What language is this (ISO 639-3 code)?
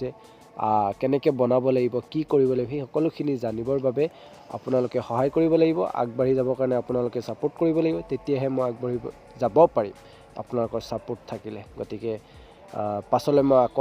asm